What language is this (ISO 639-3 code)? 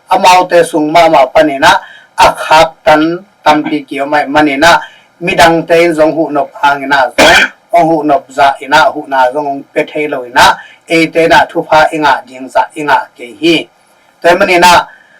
ctd